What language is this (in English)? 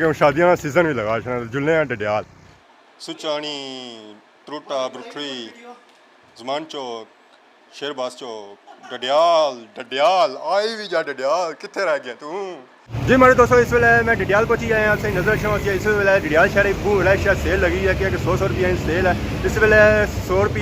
Pahari-Potwari